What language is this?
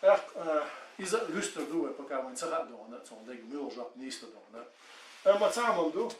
Chechen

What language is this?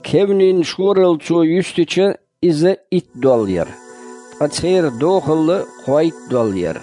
Chechen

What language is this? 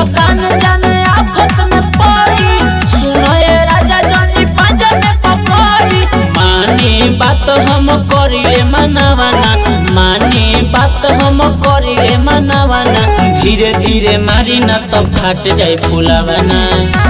Bhojpuri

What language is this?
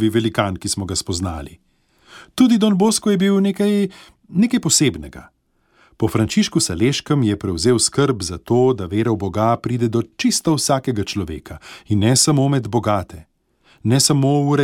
Slovenian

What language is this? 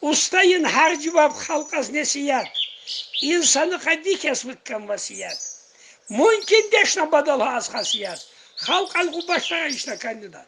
Tsakhur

